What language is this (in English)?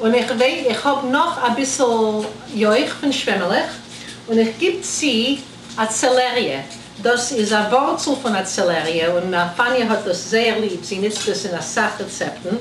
Yiddish